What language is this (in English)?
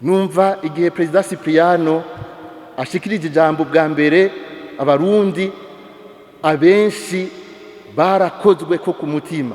Rundi